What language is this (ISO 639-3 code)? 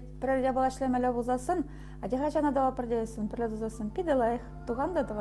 chv